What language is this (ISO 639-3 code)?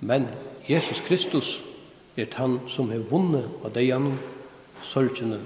fao